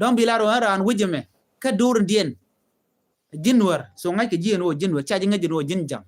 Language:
Nuer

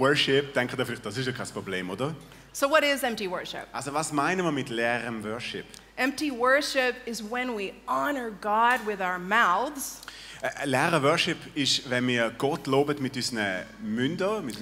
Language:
Swiss German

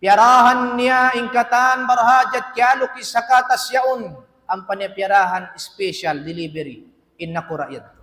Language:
Tausug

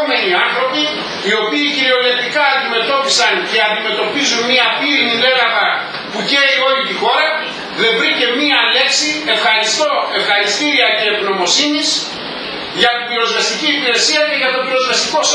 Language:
Greek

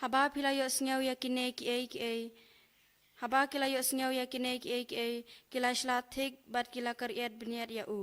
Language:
Khasi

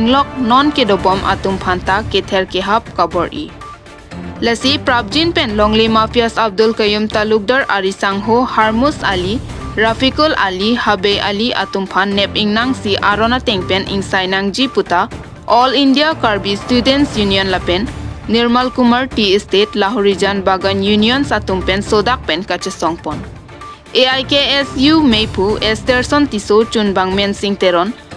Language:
Karbi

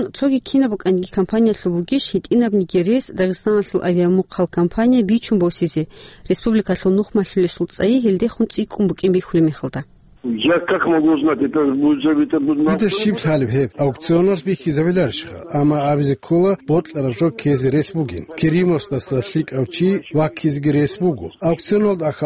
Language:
Avaric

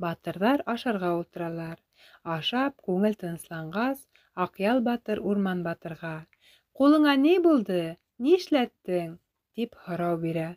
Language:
Bashkir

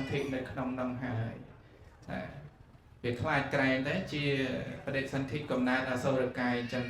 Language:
Khmer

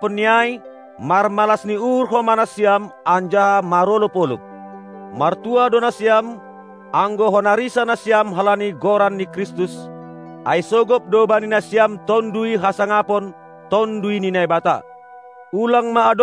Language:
Batak Simalungun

